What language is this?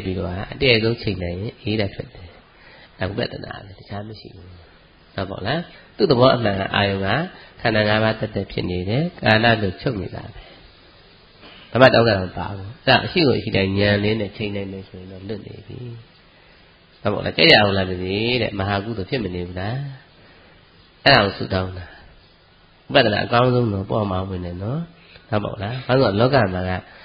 Burmese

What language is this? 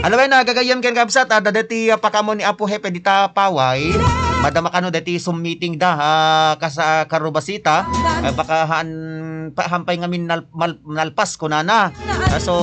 Iloko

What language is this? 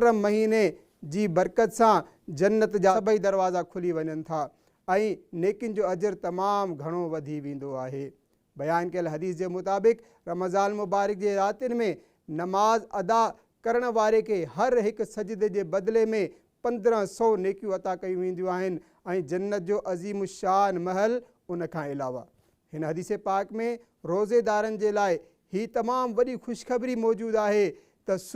Sindhi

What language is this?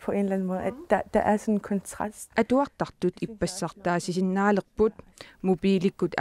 Kalaallisut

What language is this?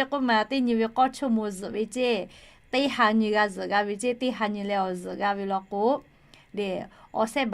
Lahu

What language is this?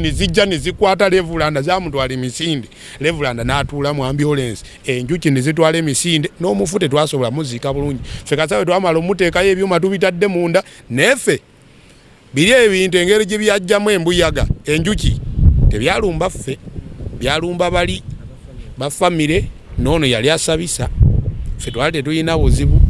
Ganda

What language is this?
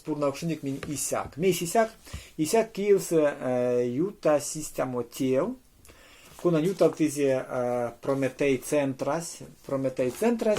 Erzya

